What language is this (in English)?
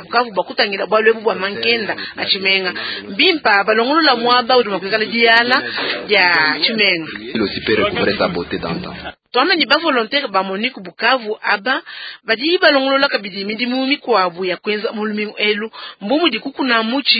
Luba-Lulua